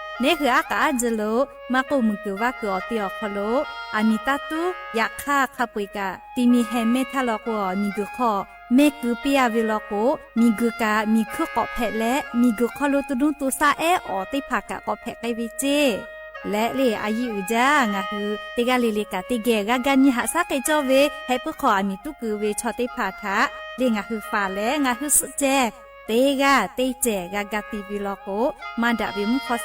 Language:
Lahu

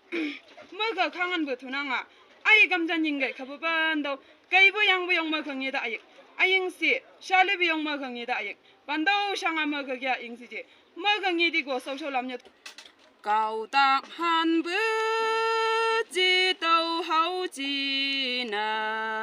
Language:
Chang Naga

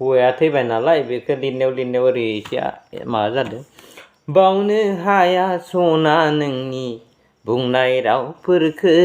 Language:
Bodo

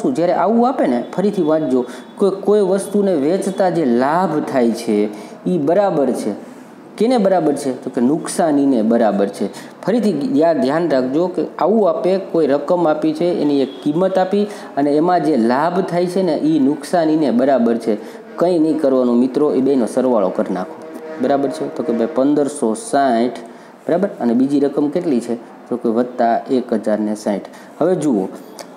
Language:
Gujarati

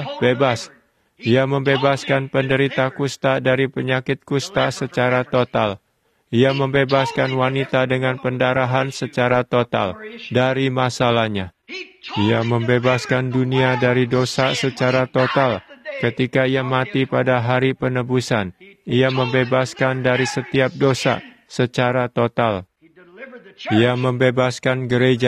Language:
Indonesian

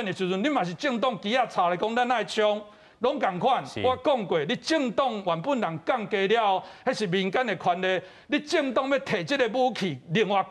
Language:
Min Nan Chinese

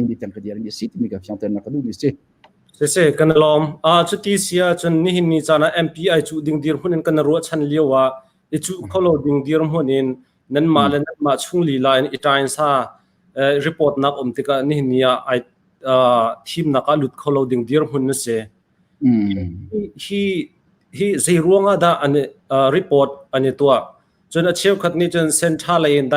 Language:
Hakha Chin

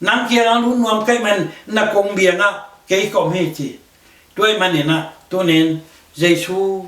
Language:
Tedim Chin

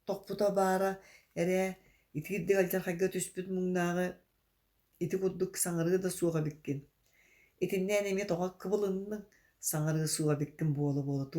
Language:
Yakut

